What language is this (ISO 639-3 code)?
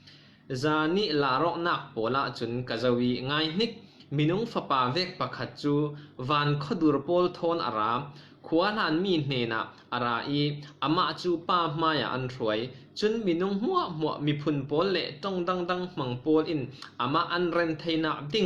cfm